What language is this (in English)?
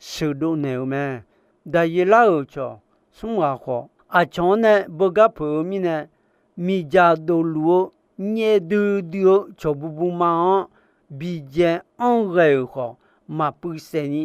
Akha